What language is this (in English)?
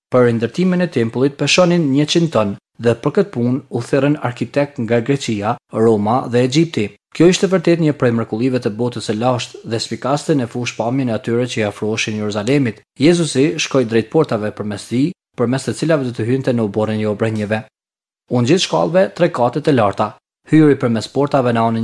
Albanian